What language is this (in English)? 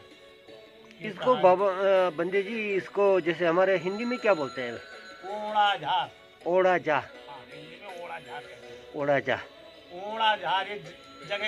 Stod Bhoti